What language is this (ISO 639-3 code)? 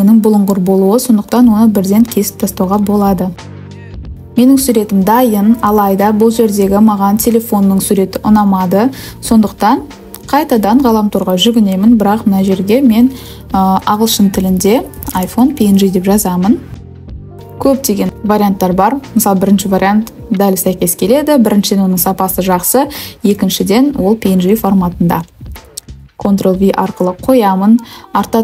kaz